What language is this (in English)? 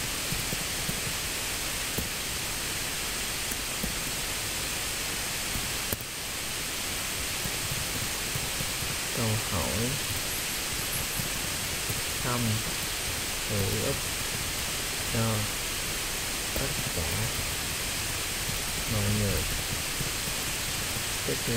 Vietnamese